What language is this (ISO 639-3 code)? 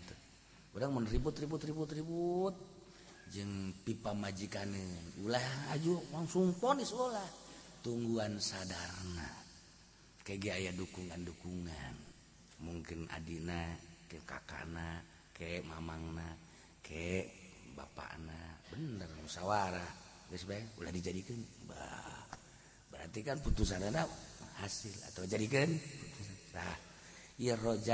sun